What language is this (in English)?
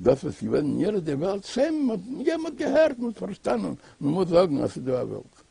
Yiddish